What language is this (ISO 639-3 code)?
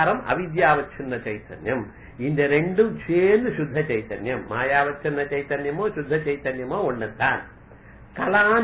tam